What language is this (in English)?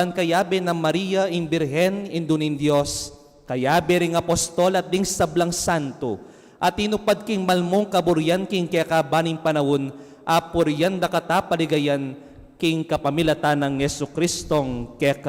Pampanga